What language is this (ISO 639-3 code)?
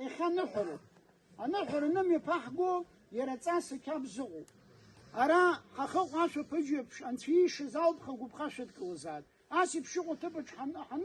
abk